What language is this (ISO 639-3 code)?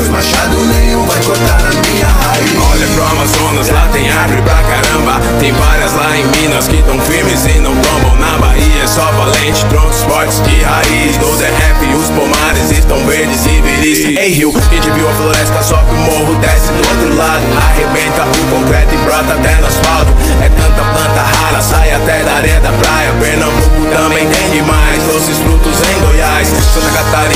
por